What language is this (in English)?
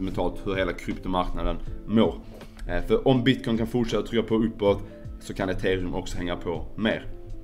Swedish